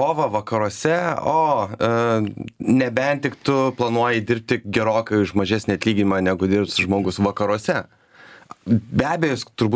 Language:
Lithuanian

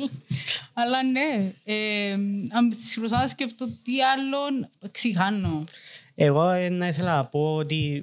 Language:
Greek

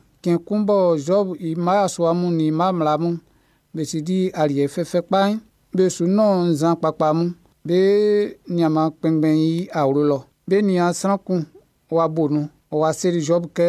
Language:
Baoulé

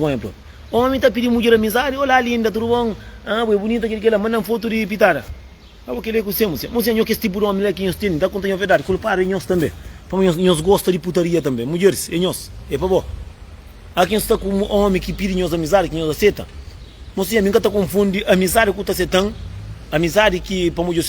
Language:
Kabuverdianu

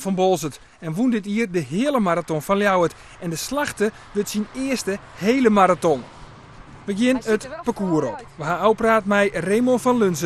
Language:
Western Frisian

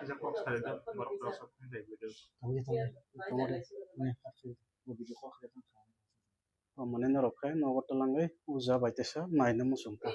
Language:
Kok Borok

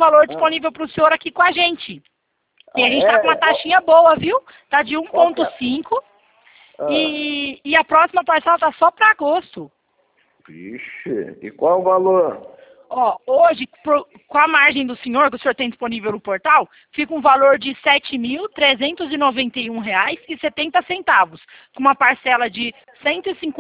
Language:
Portuguese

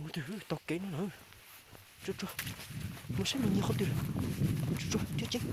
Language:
Hmong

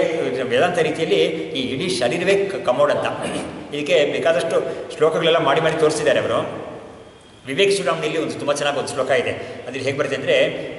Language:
Kannada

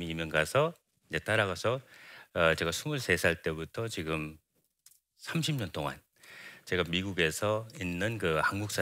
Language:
Korean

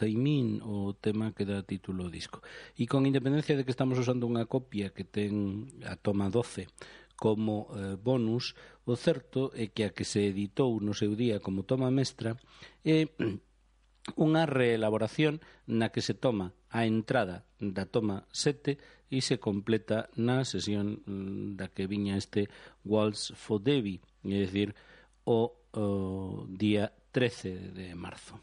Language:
Galician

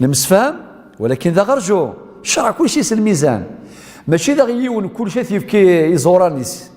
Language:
Kabyle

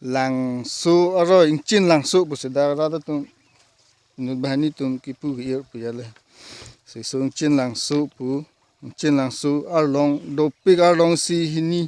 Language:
Karbi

